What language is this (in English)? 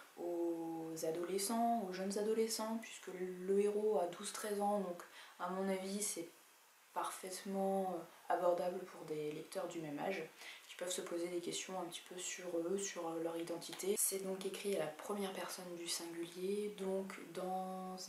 French